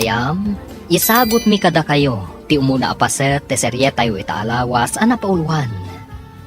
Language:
Iloko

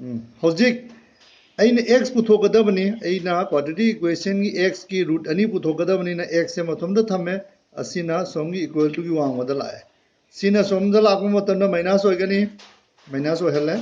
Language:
Manipuri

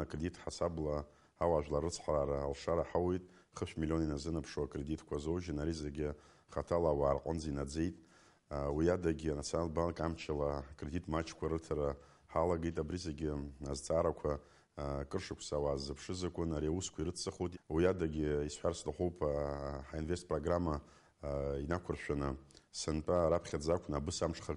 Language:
Abkhazian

